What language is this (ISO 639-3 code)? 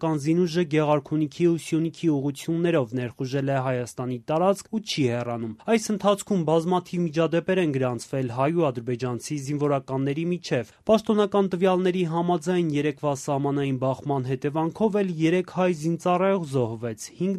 hye